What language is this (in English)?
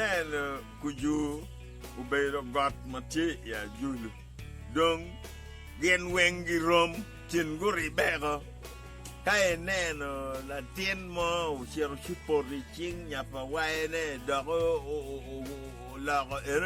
Acoli